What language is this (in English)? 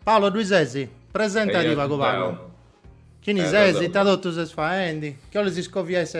Sardinian